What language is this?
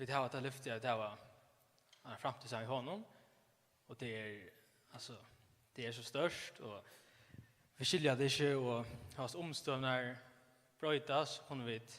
Faroese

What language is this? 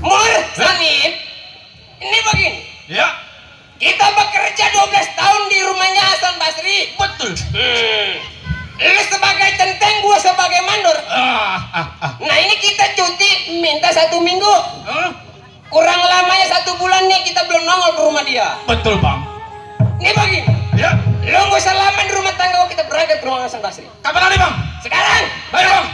Betawi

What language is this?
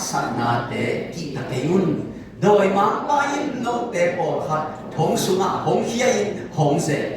Tedim Chin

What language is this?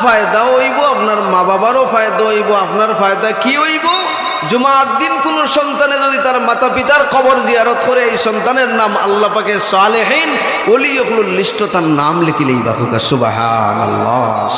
Sylheti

